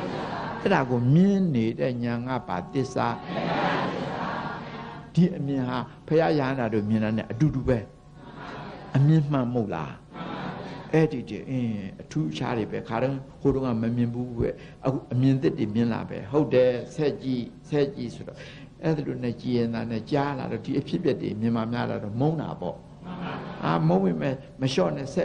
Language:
Burmese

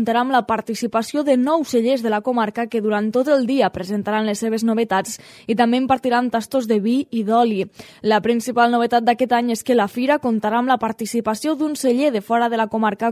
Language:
Catalan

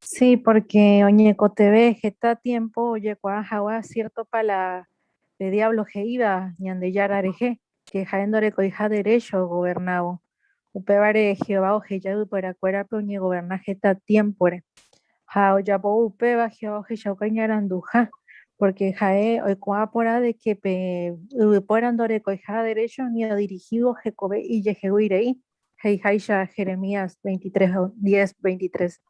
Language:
Guarani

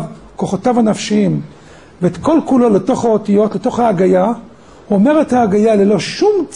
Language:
Hebrew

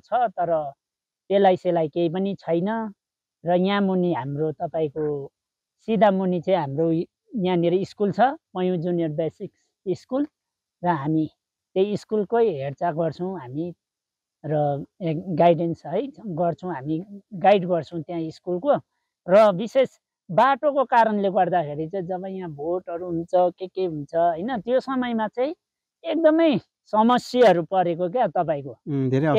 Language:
Nepali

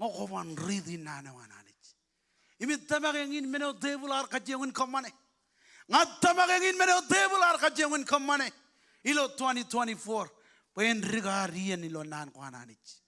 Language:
Marshallese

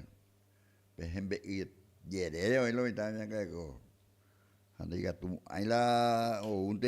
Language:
Guarani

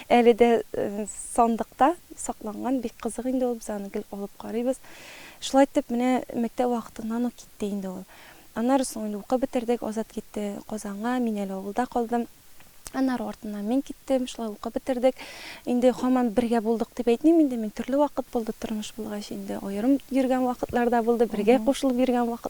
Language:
Tatar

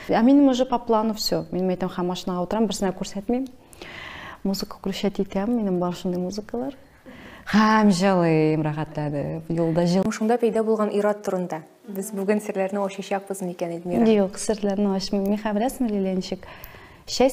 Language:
Tatar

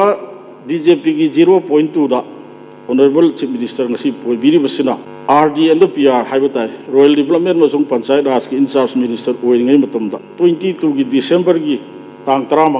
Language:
Manipuri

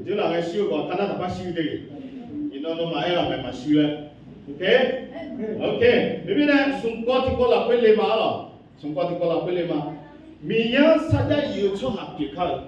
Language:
Akha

